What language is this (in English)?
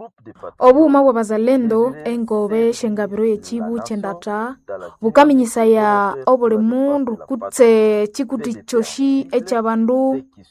Nande